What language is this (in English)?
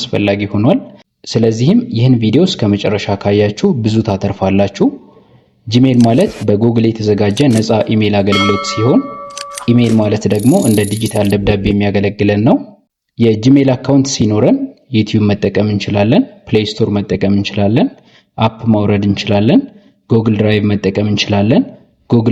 Amharic